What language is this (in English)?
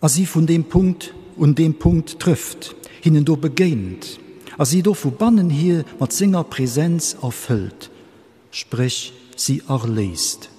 Luxembourgish